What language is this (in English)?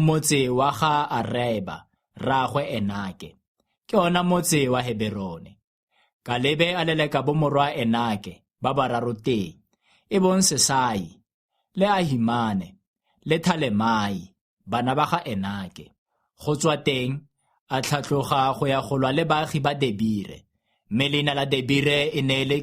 Tswana